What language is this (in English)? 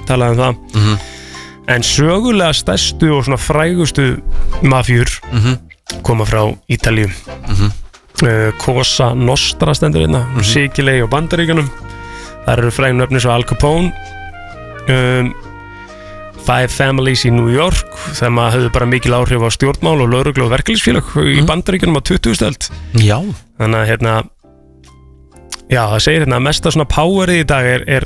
Icelandic